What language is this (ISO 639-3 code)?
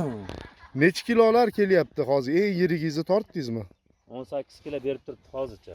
uzb